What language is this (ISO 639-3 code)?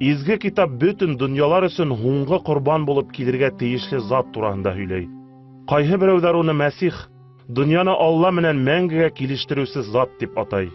bak